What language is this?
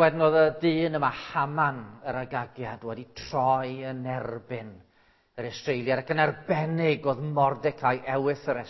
Welsh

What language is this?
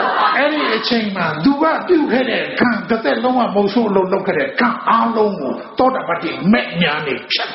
Burmese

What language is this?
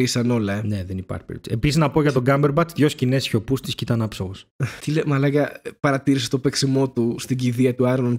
Greek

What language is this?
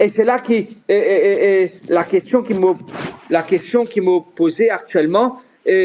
Morisyen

